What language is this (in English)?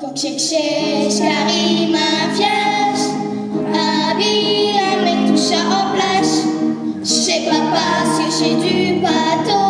Picard